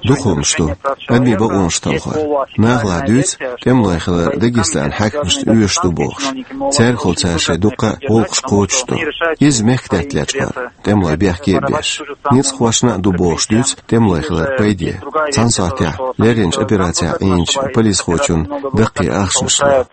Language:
Chechen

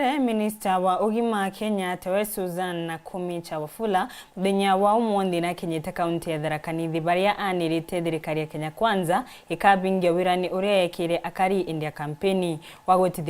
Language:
Meru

